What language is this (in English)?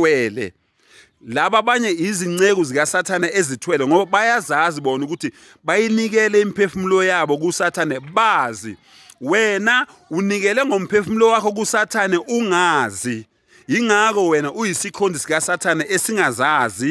Zulu